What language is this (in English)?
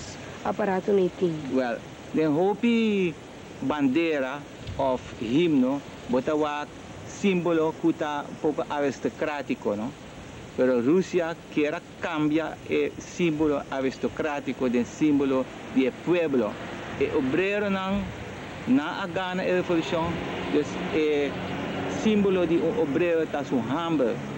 Papiamento